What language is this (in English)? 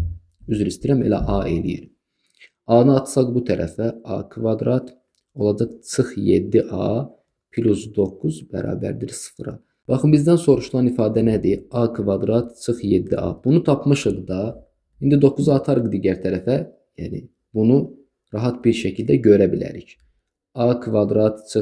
Azerbaijani